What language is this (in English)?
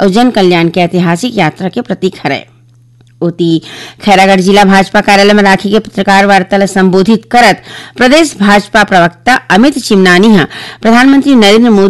Chhattisgarhi